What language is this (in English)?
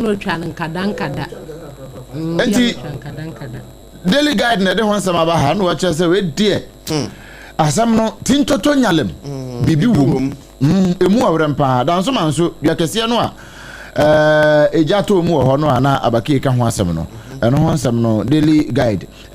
Akan